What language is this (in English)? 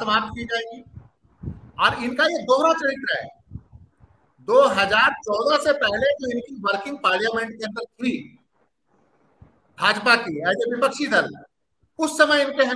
Hindi